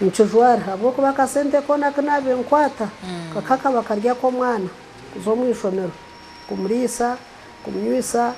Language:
Nyankole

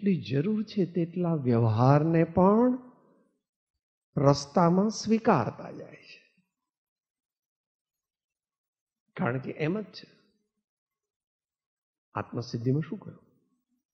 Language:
Gujarati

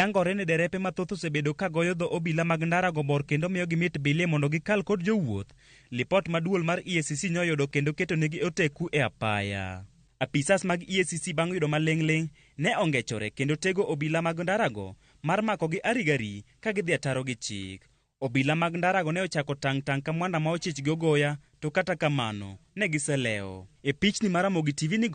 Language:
Luo (Kenya and Tanzania)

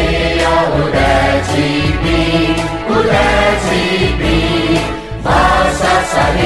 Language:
Newari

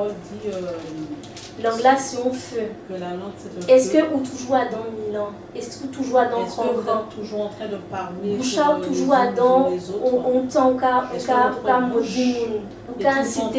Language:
Guadeloupean Creole French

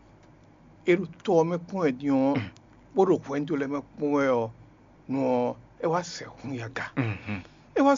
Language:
Fon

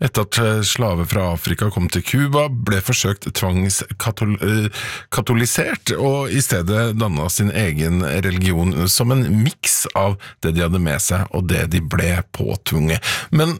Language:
Norwegian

